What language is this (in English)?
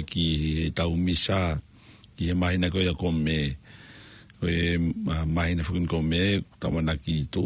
Tongan